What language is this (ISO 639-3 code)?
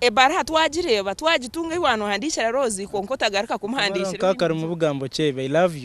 nyn